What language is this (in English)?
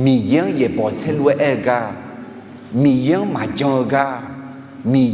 Akha